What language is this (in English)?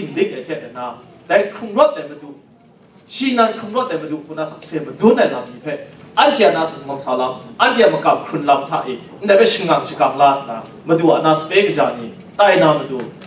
Kachin